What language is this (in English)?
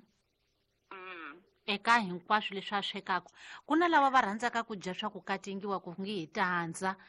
Tsonga